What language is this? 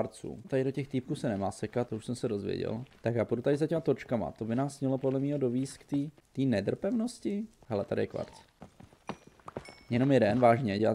Czech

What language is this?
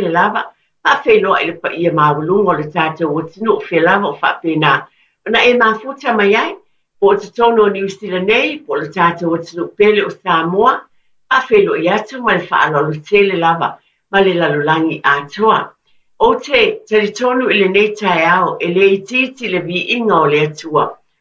Samoan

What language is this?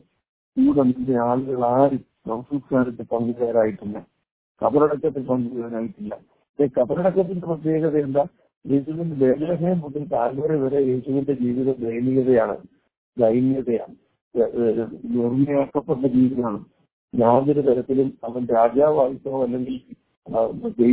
Malayalam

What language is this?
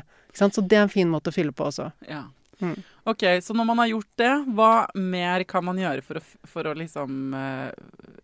Norwegian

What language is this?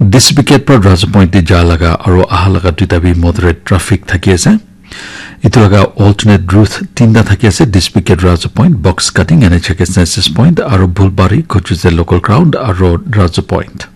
Naga Pidgin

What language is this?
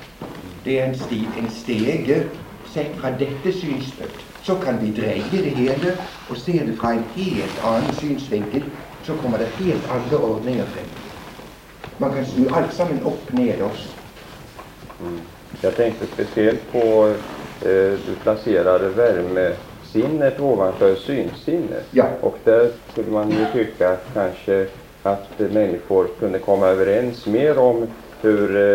Norwegian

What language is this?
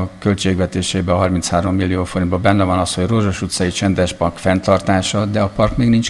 Hungarian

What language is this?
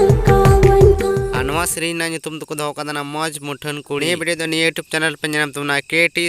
Santali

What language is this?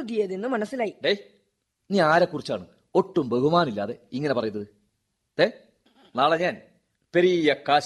Malayalam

